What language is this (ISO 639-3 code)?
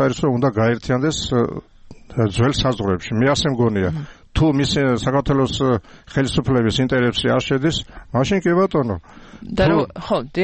kat